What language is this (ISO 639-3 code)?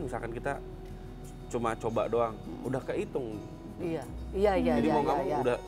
ind